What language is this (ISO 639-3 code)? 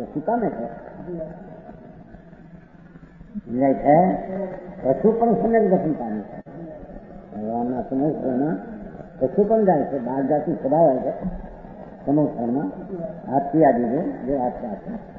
guj